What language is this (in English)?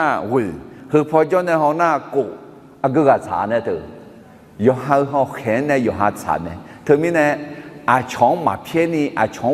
Akha